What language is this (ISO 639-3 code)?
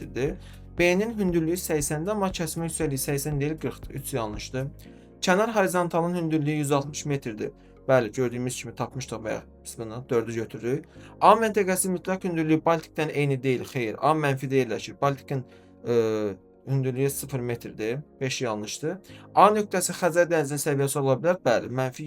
aze